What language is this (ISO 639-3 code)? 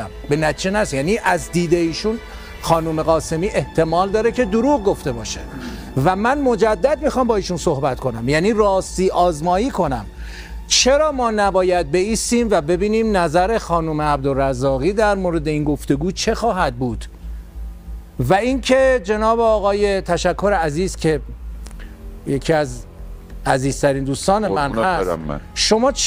fas